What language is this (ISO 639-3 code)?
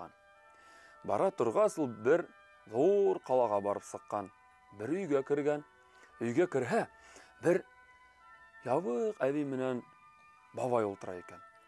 bak